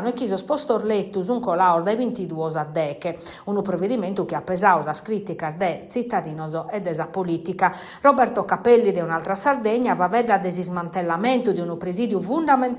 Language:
Sardinian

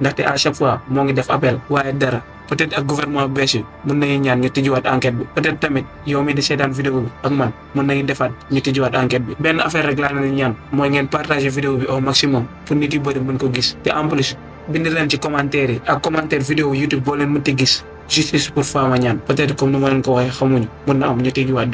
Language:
Wolof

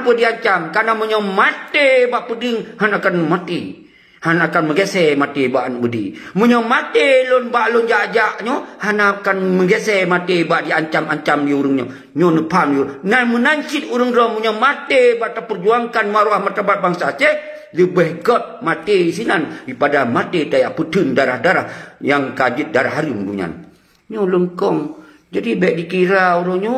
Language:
Achinese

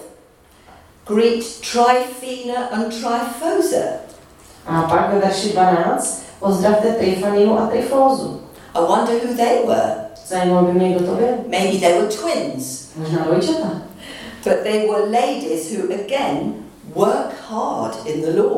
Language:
Czech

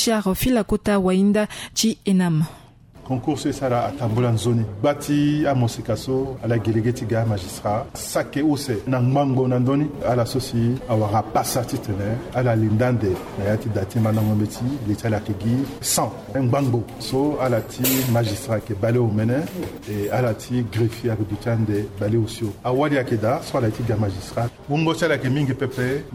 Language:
Sango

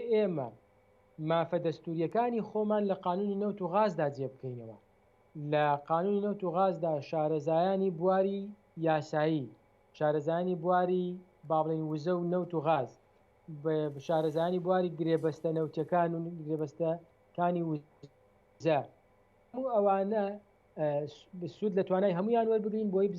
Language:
Central Kurdish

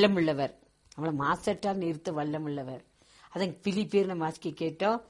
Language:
Tamil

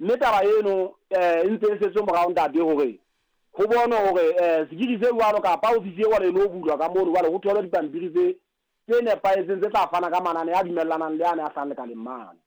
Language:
Southern Sotho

